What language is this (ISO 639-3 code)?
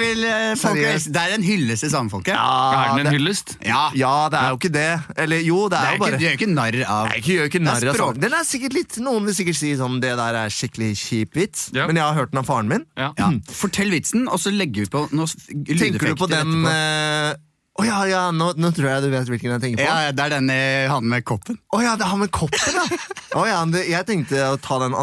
nor